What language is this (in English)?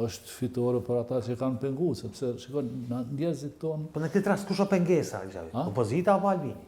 Albanian